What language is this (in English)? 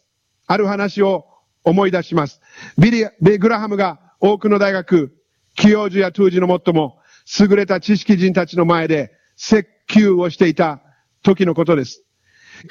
Japanese